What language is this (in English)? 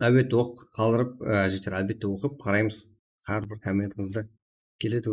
Kara-Kalpak